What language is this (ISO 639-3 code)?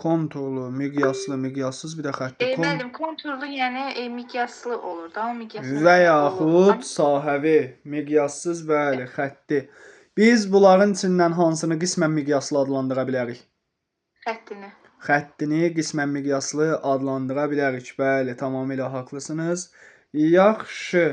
aze